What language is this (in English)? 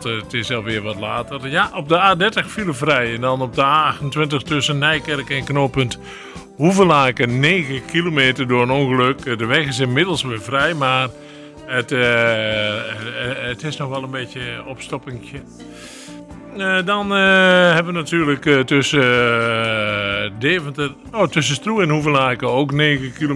Dutch